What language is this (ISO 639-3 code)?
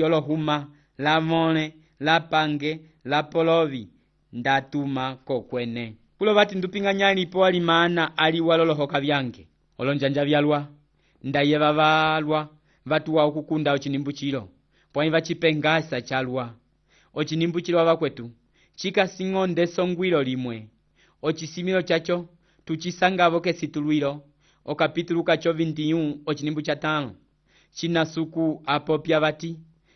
umb